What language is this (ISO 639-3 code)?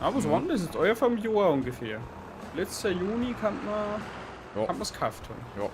bar